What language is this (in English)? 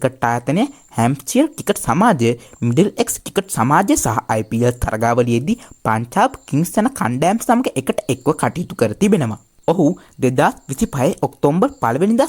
Sinhala